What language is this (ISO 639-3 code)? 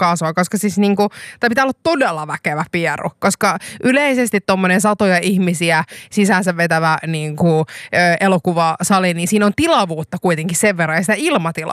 fin